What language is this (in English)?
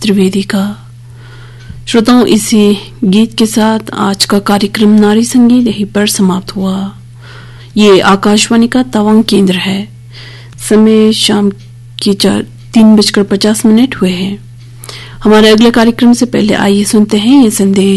Hindi